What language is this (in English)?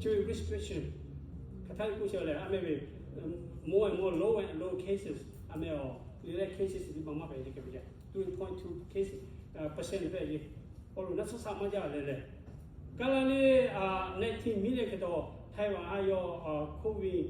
Lahu